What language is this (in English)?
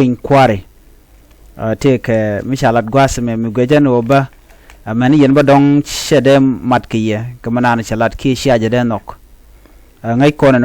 Nuer